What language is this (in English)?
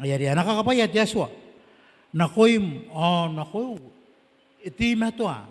Gilbertese